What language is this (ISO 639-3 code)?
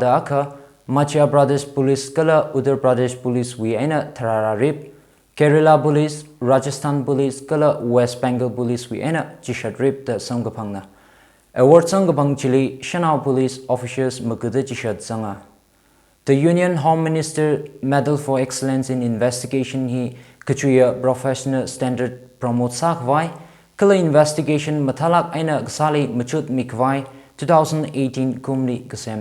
nmf